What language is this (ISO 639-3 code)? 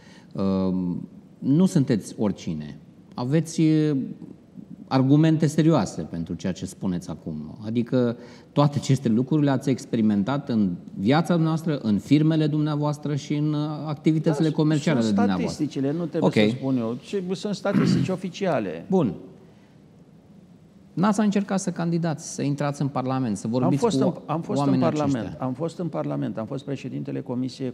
ron